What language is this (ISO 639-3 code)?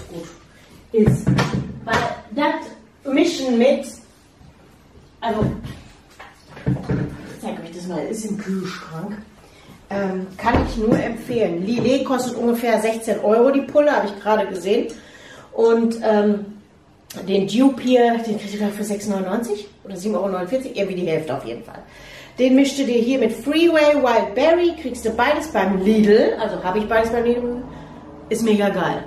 deu